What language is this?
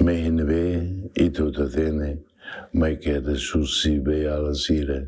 Tetum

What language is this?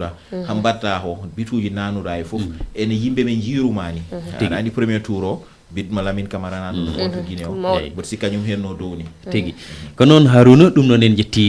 Fula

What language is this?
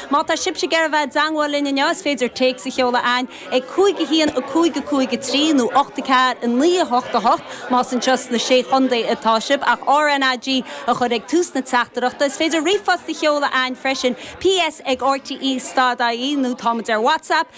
Irish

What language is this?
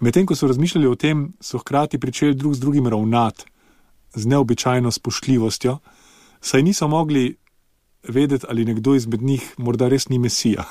Slovenian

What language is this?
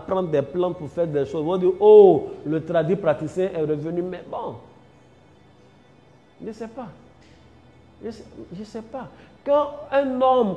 French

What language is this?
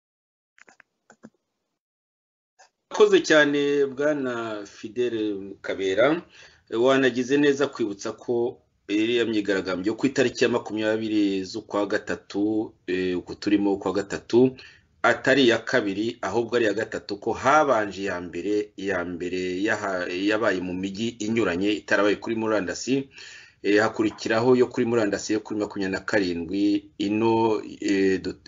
Kinyarwanda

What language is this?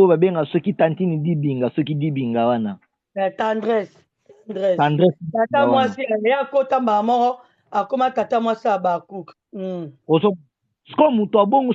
Lingala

